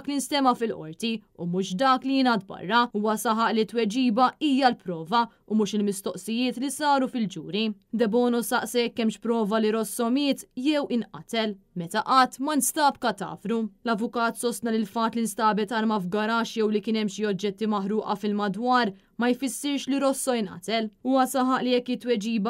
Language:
Maltese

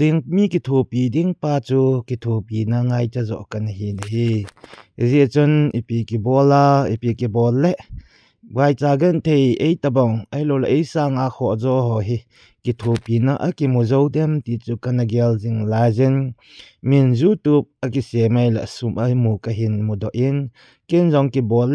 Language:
Thado Chin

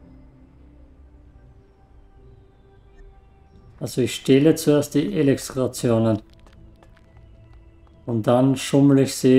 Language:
German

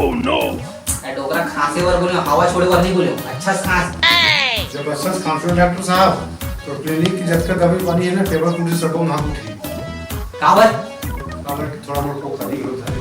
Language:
Chhattisgarhi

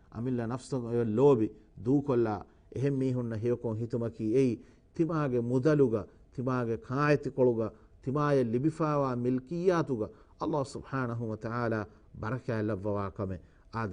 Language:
Divehi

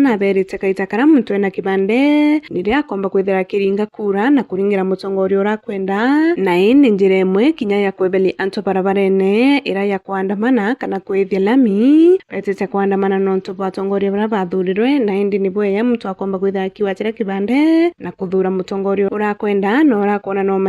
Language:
Meru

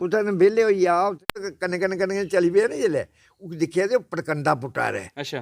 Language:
Dogri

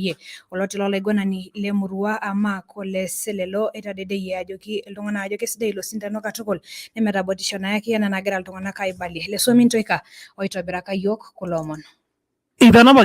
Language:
Masai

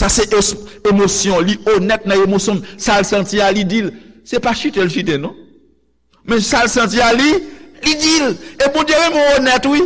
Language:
Haitian Creole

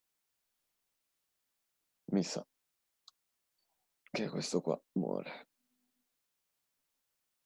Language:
Italian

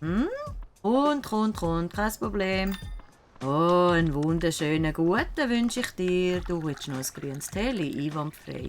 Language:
Swiss German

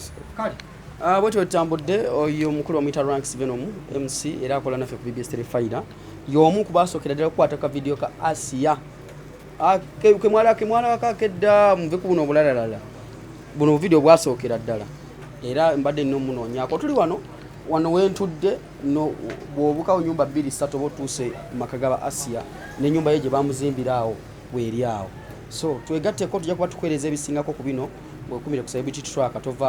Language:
Ganda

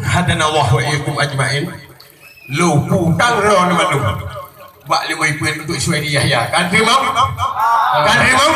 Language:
Achinese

